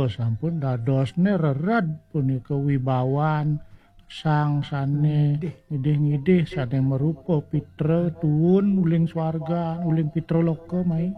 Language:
Balinese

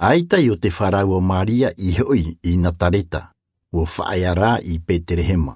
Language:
Tahitian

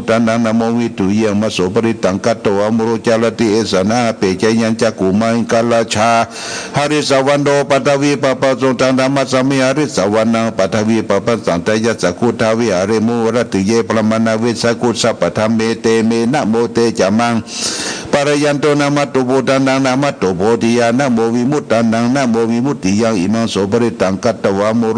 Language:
Pali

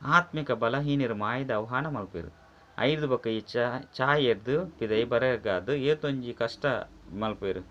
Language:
Tulu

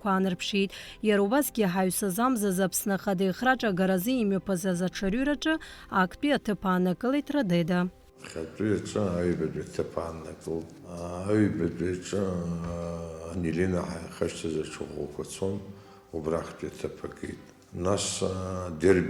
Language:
Abkhazian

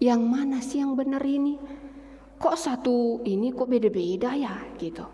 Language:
Batak Karo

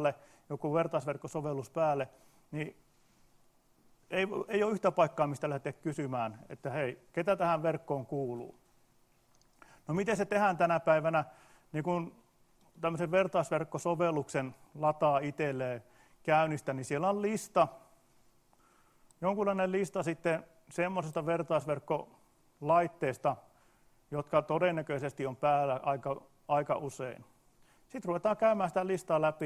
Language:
Finnish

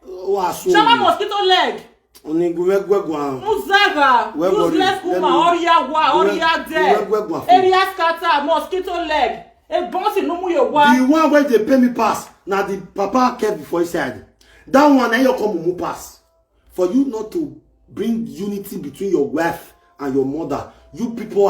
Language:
Nigerian Pidgin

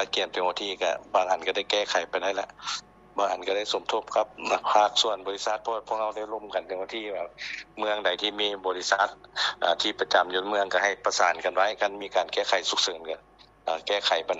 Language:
Lao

